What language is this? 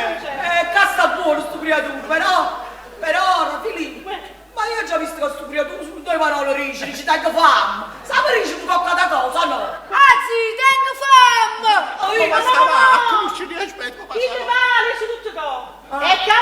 Neapolitan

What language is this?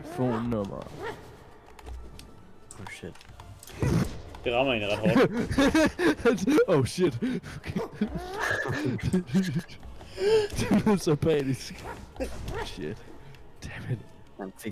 Danish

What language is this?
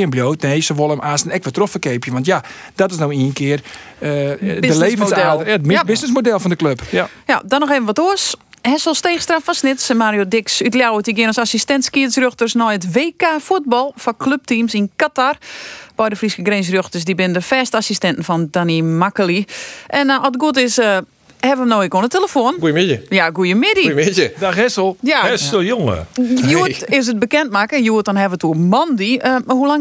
Western Frisian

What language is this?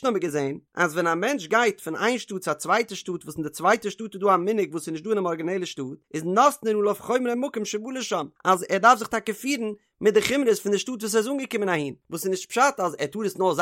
Yiddish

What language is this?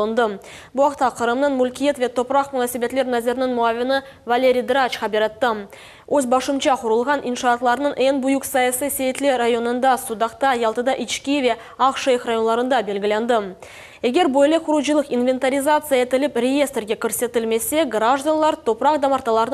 Crimean Tatar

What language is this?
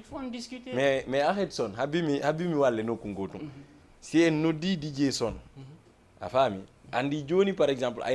Fula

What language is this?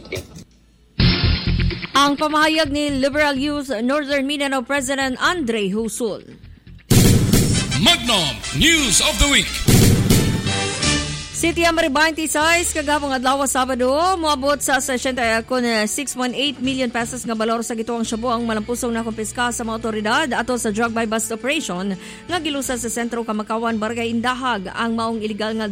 Cebuano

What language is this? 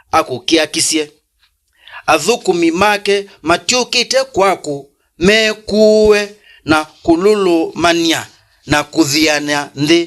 Kamba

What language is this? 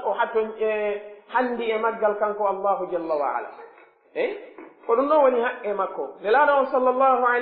Pular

